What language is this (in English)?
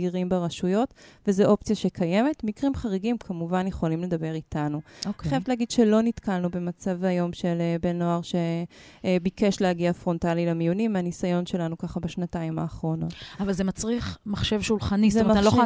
Hebrew